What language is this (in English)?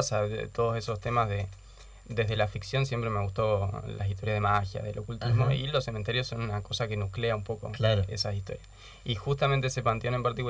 Spanish